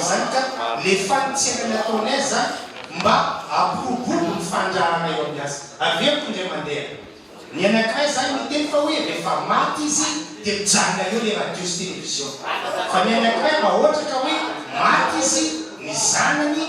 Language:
Malagasy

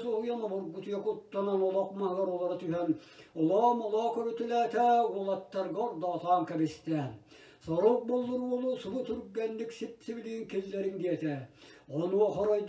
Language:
Yakut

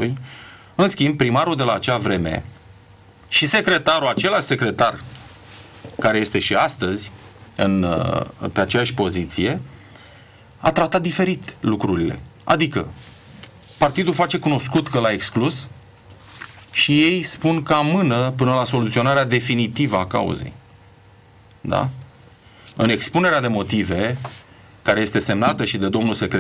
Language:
Romanian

